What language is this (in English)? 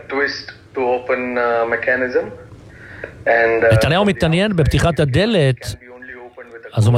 Hebrew